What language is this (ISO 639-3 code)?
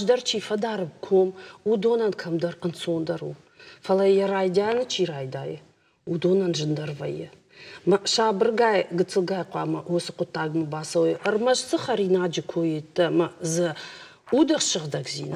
oss